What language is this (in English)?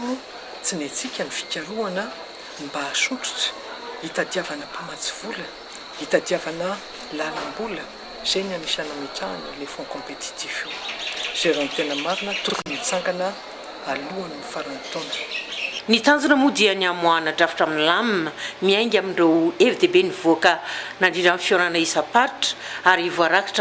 Malagasy